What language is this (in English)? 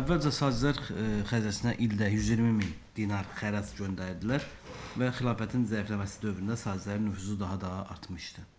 Azerbaijani